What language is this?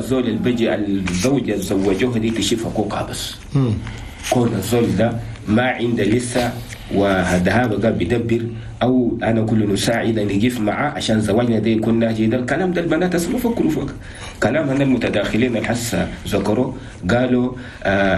Chadian Arabic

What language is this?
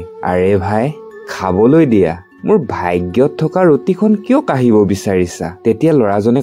Assamese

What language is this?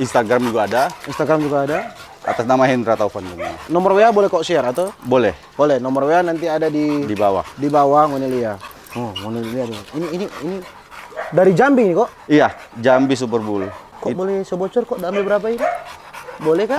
Manado Malay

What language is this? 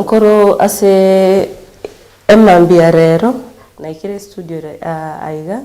Gusii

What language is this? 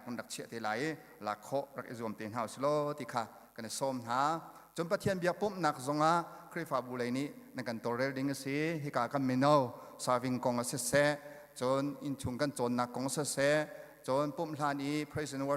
Hakha Chin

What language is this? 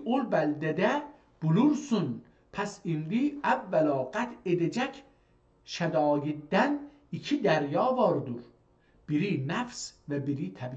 South Azerbaijani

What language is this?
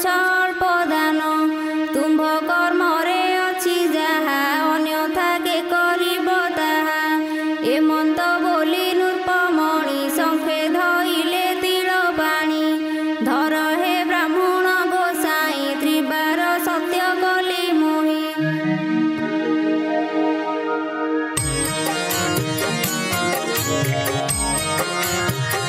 Odia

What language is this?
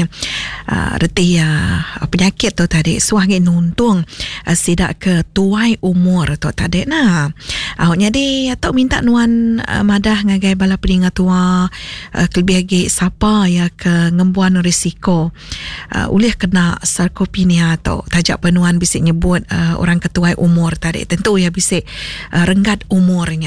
Iban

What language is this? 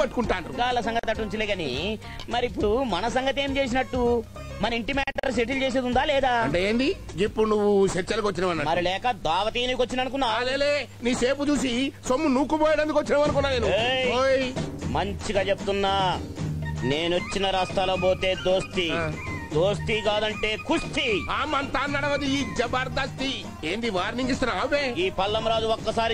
Telugu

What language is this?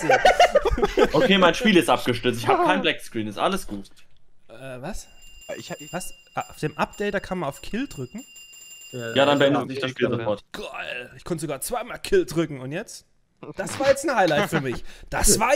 German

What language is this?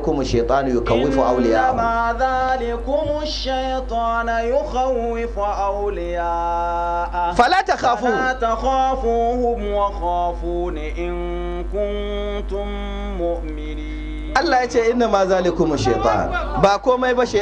Hausa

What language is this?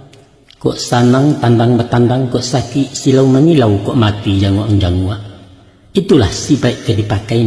Minangkabau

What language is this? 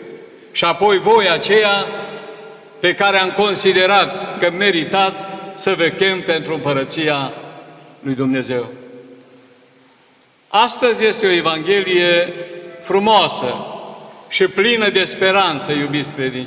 Romanian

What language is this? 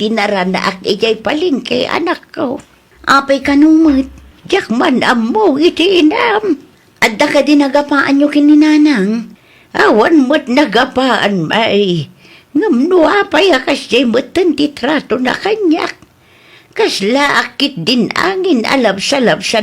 Iloko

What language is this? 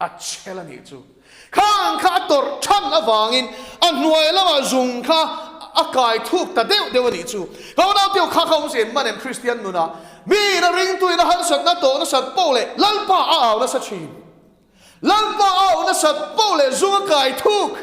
Mizo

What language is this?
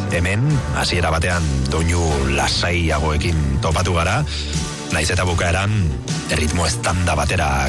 Basque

